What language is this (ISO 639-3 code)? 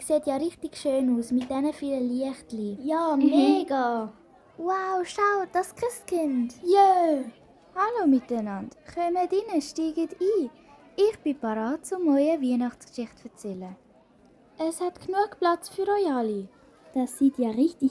gsw